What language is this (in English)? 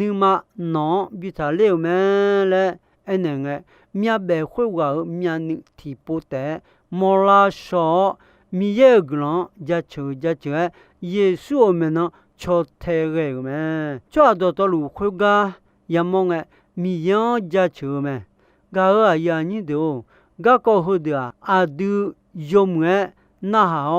Akha